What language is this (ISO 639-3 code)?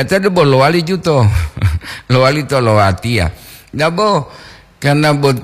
gor